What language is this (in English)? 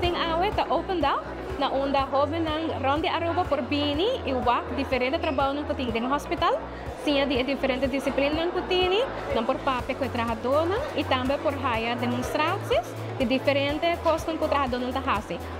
Papiamento